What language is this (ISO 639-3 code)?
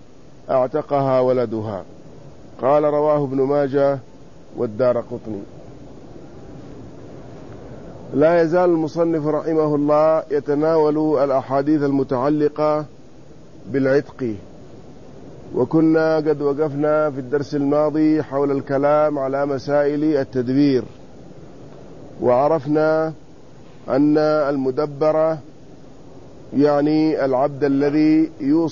ara